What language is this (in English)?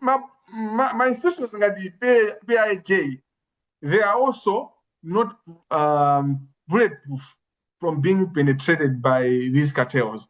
Nyanja